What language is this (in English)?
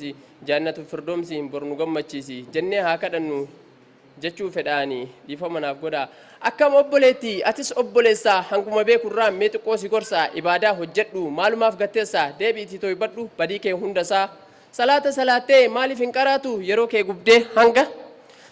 Oromo